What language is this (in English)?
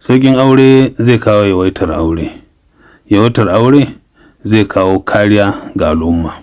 Hausa